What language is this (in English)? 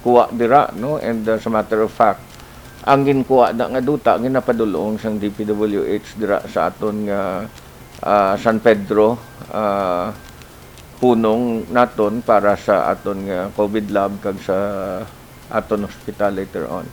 Hiligaynon